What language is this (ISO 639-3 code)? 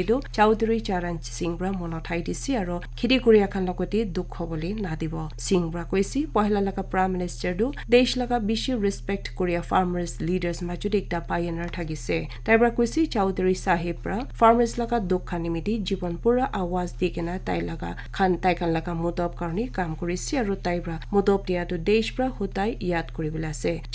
nag